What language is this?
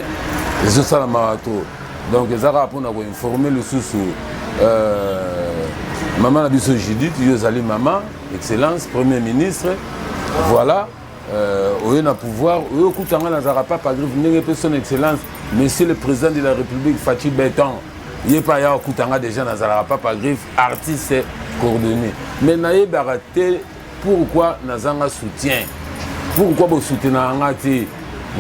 Lingala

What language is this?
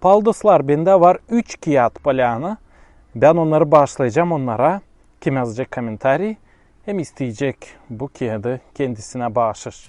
Gagauz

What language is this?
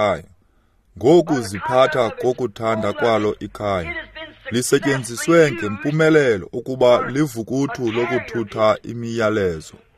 Xhosa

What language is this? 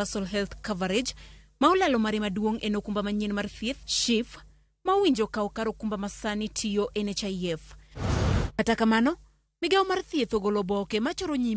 Luo (Kenya and Tanzania)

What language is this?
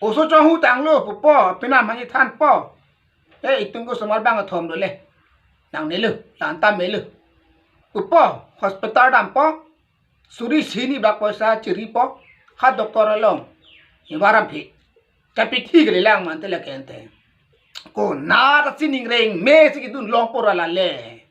Karbi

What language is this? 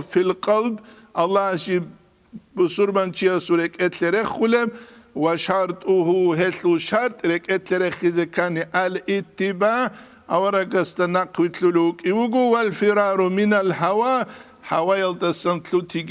Avaric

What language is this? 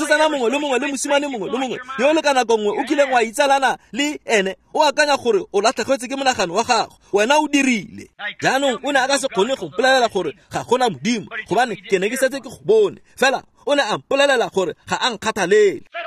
Tswana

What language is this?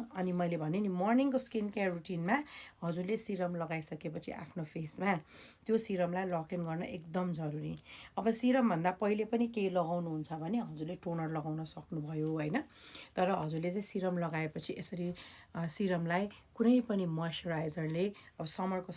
Nepali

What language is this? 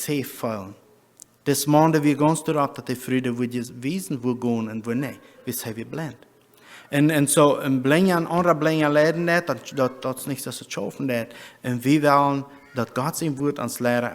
Plautdietsch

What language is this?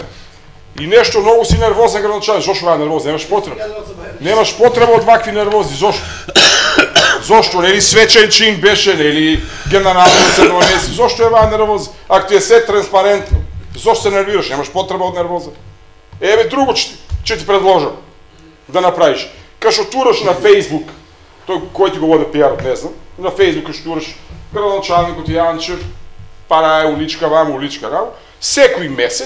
Macedonian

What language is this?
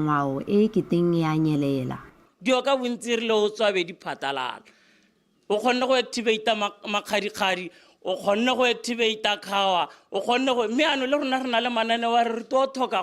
Tswana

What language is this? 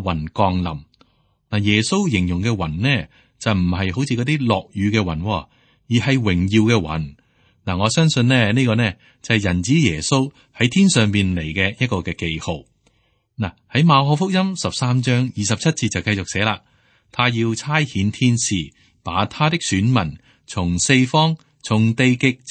Cantonese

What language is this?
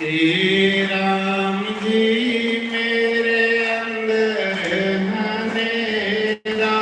Dogri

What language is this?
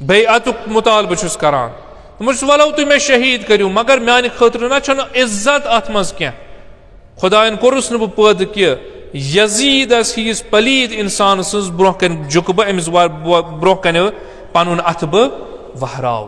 Kashmiri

